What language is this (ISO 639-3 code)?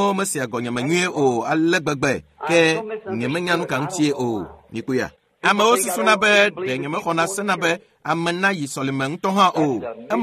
ewe